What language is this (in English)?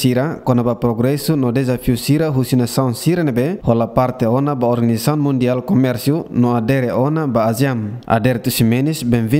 Tetum